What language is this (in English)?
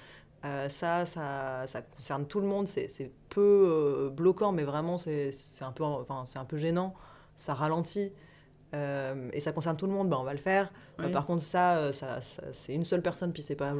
French